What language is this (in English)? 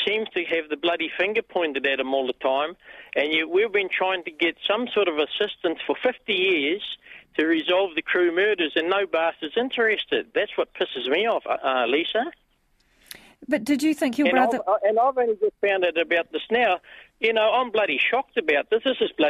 English